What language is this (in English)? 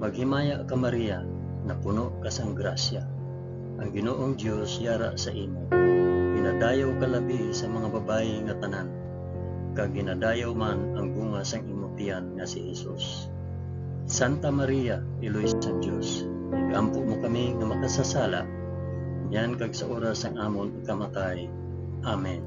Hiligaynon